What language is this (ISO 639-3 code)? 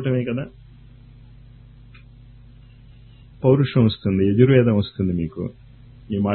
tel